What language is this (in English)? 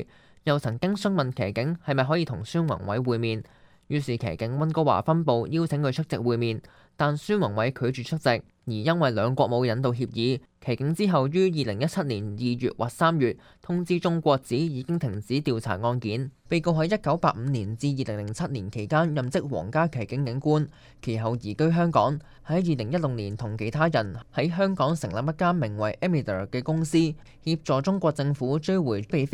Cantonese